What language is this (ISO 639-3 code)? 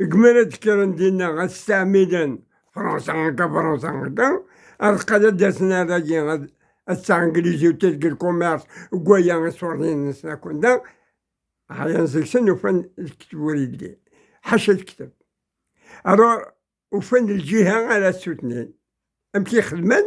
kab